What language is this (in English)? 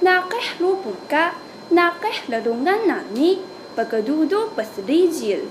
Taroko